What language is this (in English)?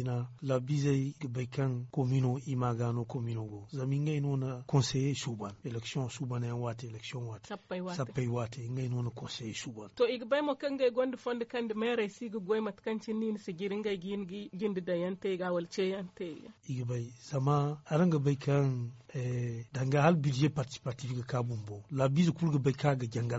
Zarma